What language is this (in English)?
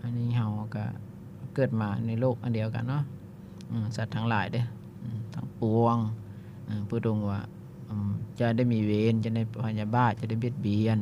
Lao